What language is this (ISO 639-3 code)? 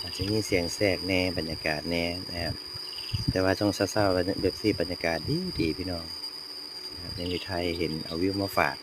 tts